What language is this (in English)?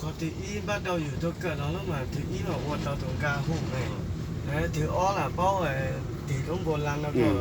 Hmong